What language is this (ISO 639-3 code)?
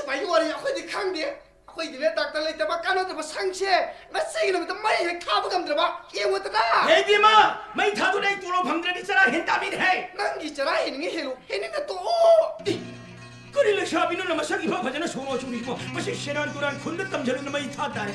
mni